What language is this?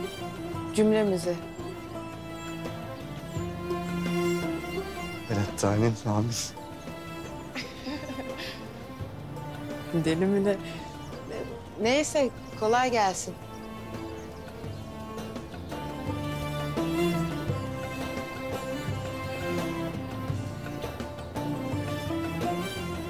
Turkish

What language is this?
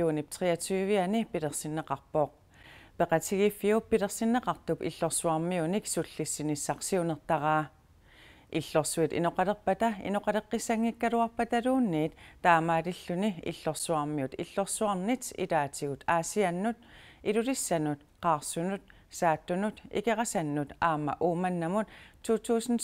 Kalaallisut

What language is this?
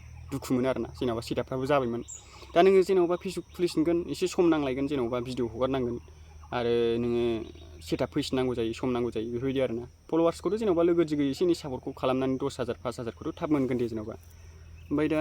Bodo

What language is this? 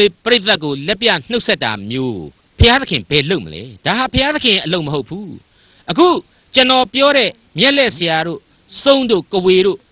Burmese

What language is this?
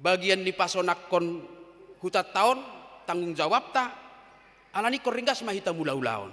Batak Toba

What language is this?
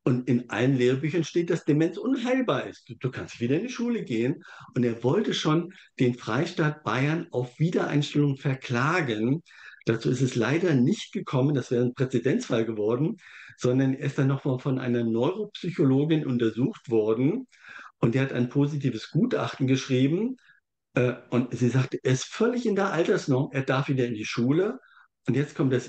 German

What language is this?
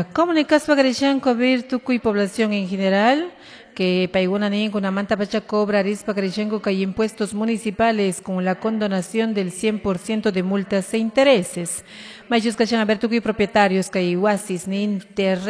Quechua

